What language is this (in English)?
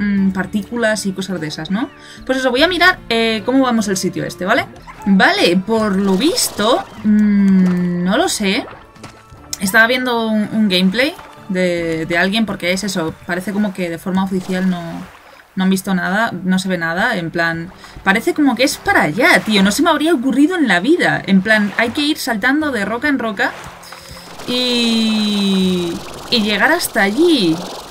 Spanish